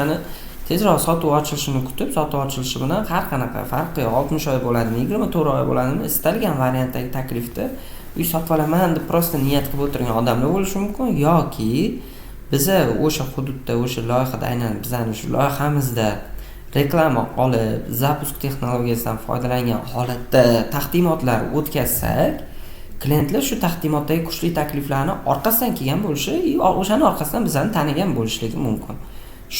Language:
Uzbek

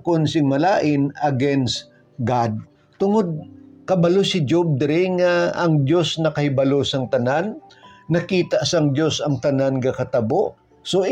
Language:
Hiligaynon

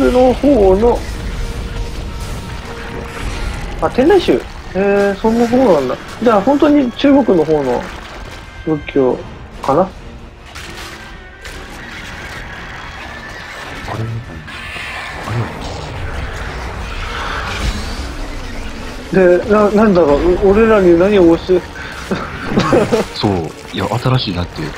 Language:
Japanese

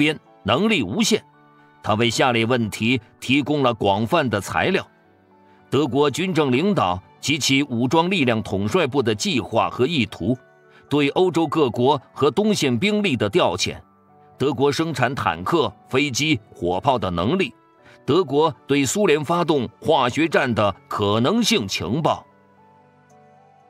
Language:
Chinese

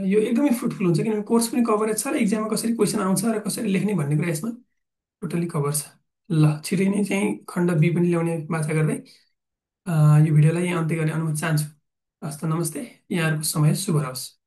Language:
Nepali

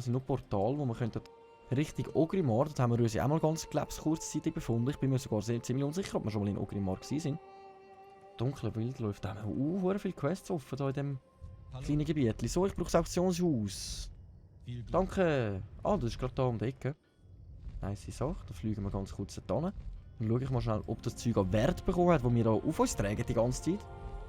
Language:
Swiss German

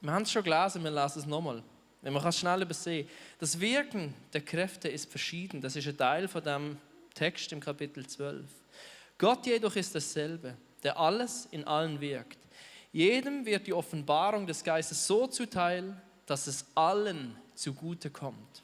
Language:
Swiss German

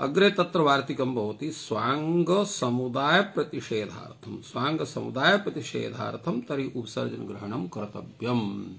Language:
Sanskrit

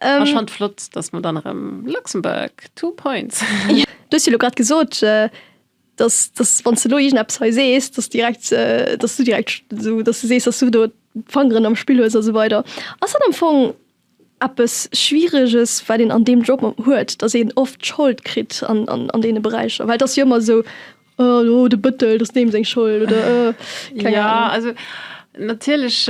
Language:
Luxembourgish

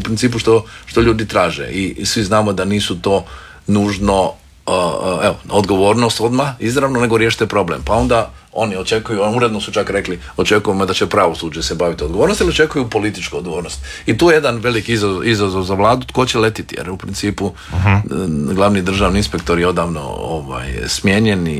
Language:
Croatian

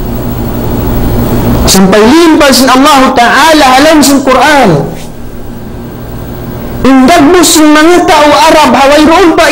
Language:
Tausug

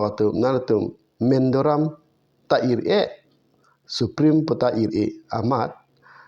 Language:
Karbi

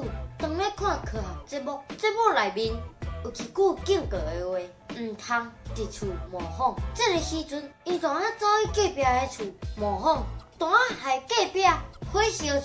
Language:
Min Nan Chinese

